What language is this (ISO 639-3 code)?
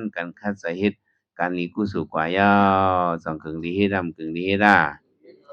shn